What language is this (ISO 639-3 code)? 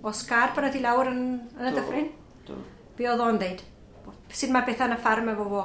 cym